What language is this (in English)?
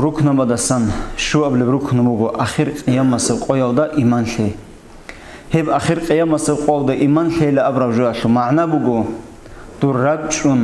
Avaric